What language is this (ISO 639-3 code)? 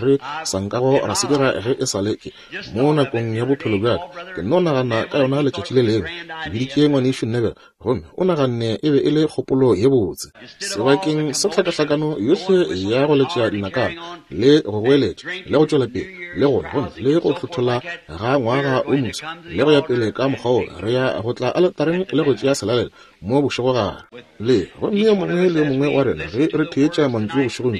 nso